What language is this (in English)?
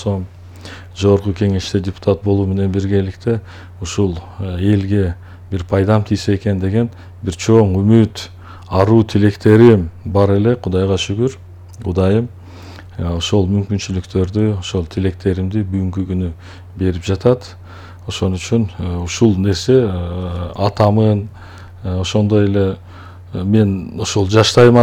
Kyrgyz